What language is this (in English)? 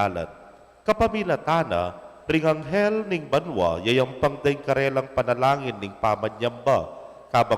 Pampanga